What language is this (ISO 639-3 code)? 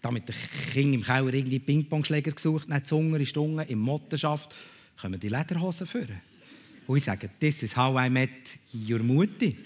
gsw